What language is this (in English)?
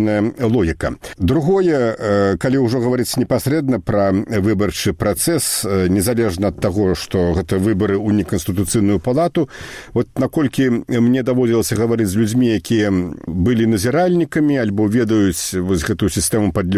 Belarusian